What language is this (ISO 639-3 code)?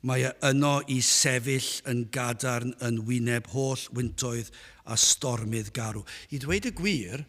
cym